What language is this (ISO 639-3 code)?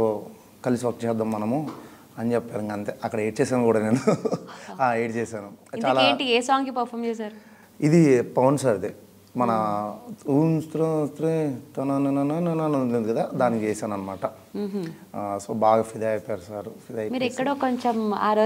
tel